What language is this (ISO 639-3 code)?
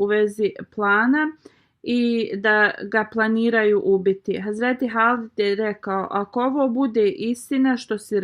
bos